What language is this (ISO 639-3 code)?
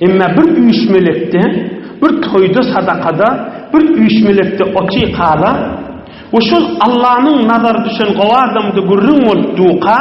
tuk